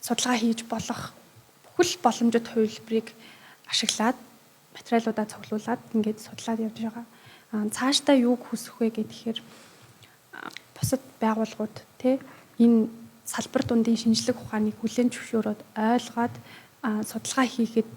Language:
Mongolian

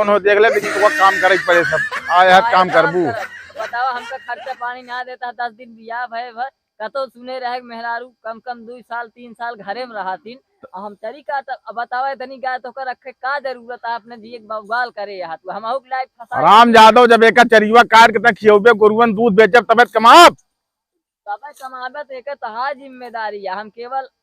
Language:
Awadhi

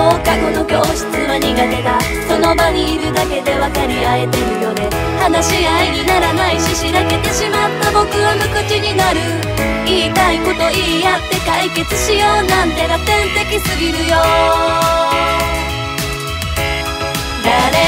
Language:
Japanese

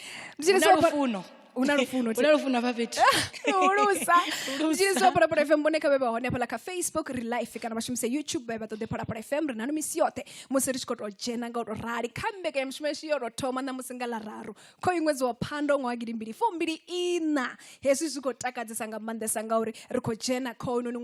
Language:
Venda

